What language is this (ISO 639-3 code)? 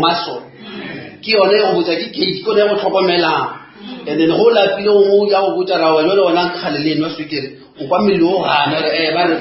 nso